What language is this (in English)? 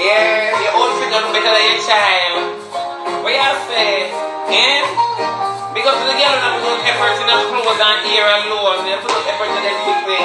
Jamaican Creole English